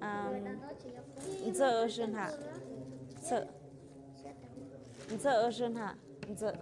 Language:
Tlahuitoltepec Mixe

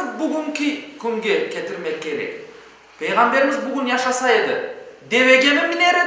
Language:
Crimean Tatar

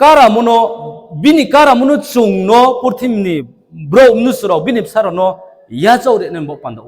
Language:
Riang (India)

